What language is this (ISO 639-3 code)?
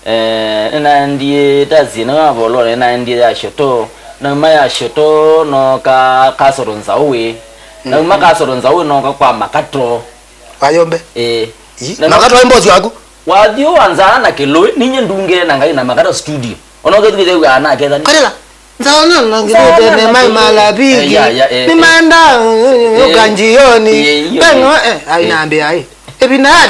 kam